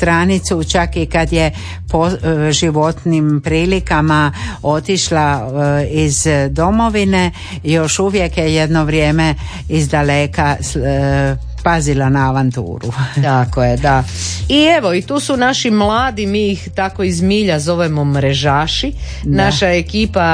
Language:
Croatian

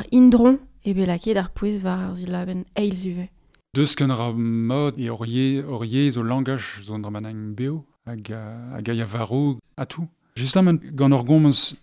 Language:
Breton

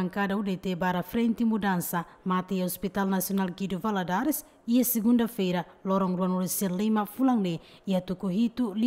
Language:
Tetum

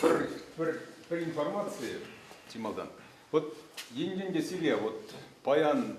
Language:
Chuvash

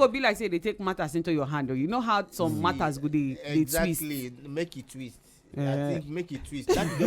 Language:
Nigerian Pidgin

